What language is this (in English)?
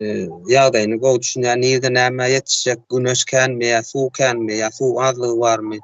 Turkmen